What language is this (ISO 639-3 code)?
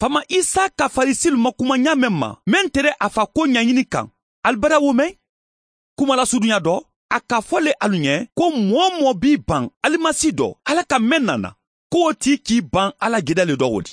man